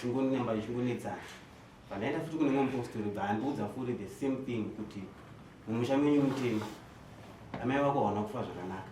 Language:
Shona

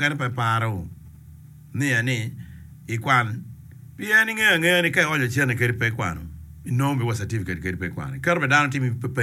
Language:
Acoli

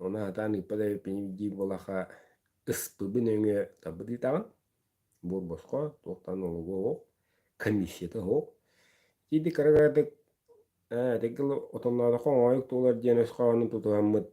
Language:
Yakut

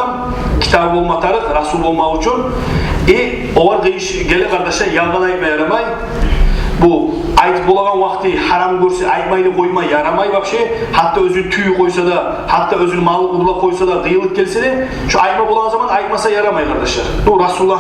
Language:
Kumyk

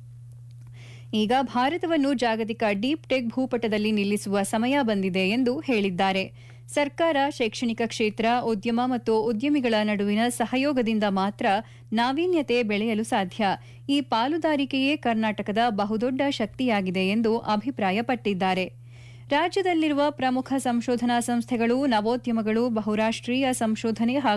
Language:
Kannada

